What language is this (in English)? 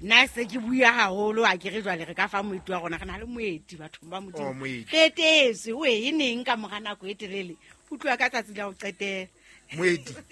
Southern Sotho